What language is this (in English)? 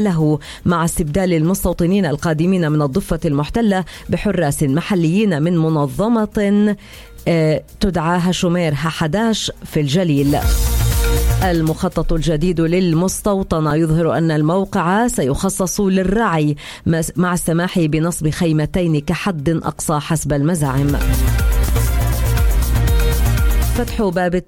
Arabic